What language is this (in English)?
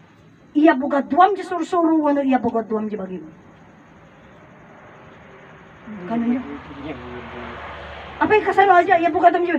Iloko